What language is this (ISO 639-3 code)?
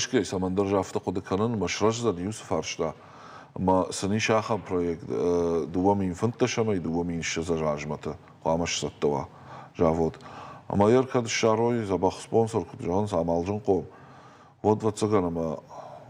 oss